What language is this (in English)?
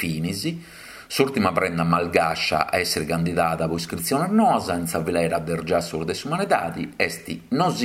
Sardinian